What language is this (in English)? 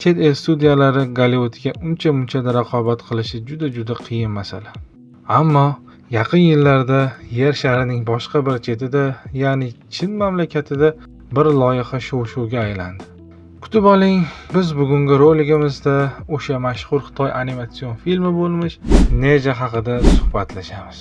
Uzbek